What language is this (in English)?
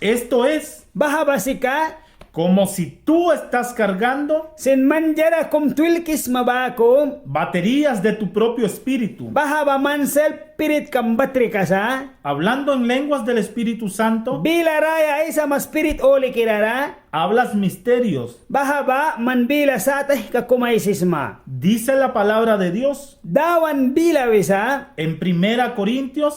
Mískito